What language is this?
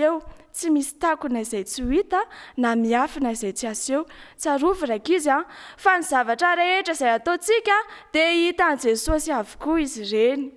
Malagasy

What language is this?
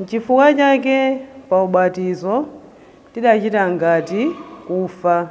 Nyanja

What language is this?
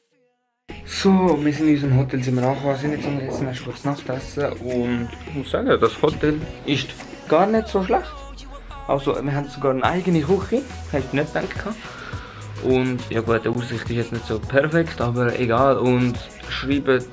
Swiss German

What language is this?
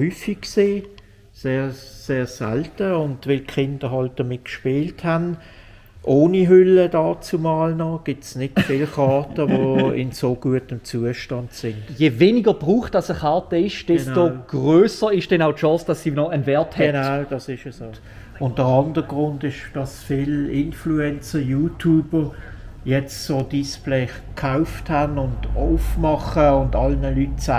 Swiss German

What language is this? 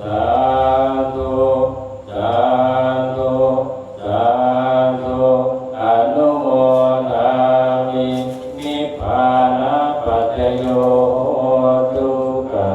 Northeastern Thai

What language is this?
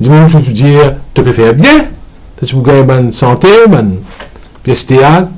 Morisyen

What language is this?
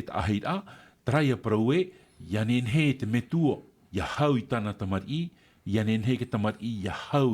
Tahitian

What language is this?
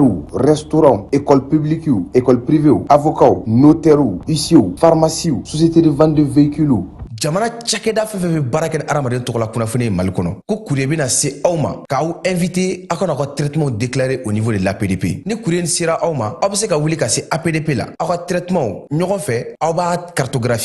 Bambara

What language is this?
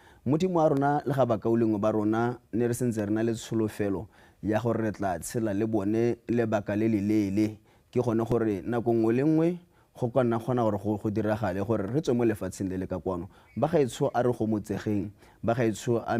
Tswana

